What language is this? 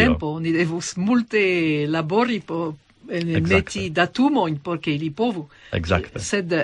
Esperanto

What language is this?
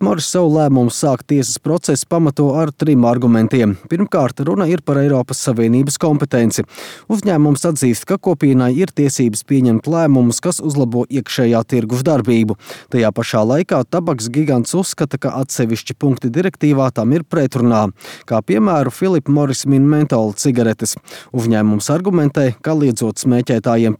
Latvian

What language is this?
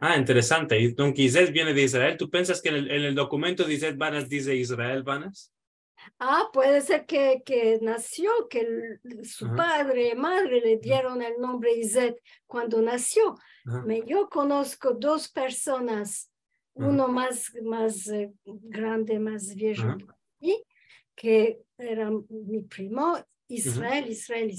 Ladino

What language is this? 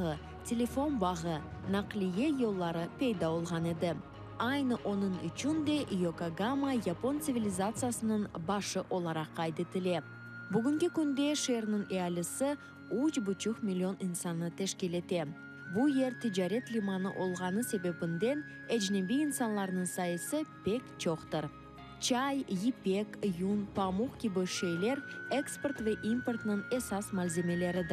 Crimean Tatar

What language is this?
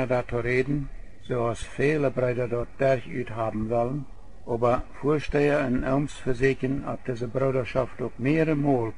Plautdietsch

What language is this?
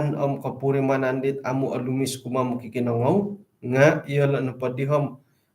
Central Dusun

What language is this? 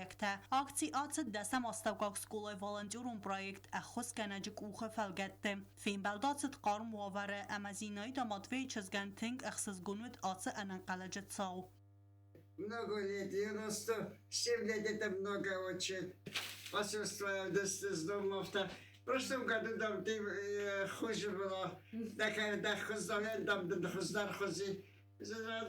Ossetic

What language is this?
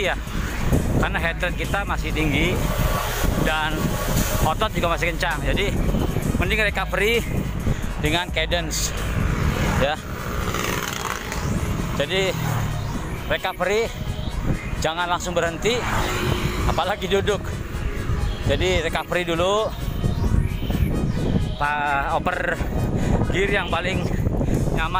Indonesian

